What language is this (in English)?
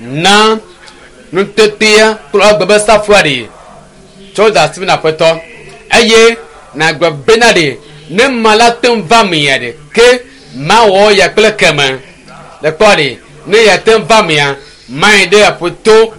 Ewe